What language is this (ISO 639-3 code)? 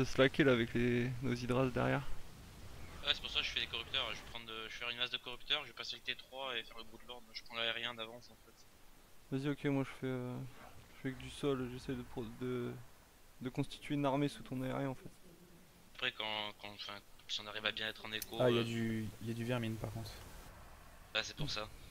fra